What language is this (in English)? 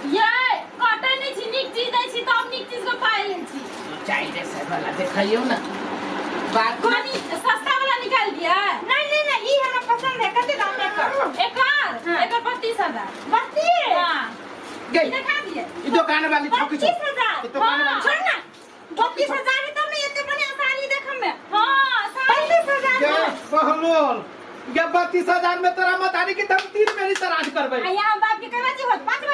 Maithili